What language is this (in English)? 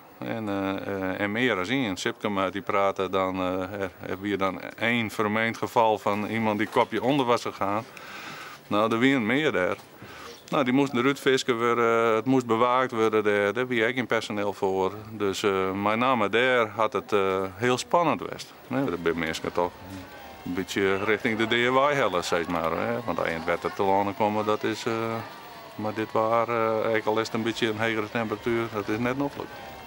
Western Frisian